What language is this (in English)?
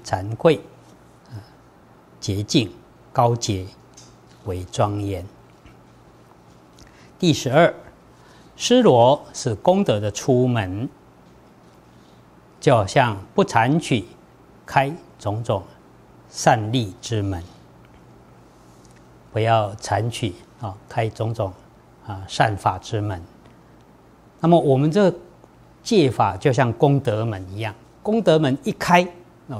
Chinese